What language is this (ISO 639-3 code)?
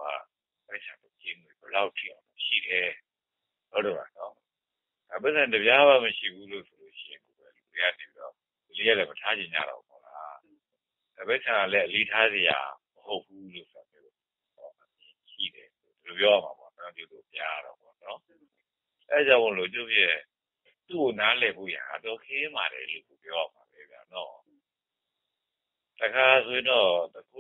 mya